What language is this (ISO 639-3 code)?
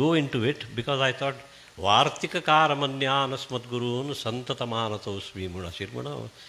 kok